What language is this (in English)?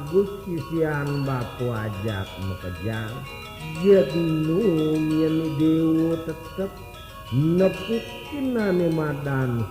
Balinese